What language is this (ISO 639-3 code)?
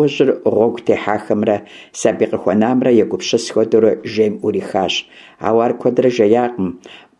kbd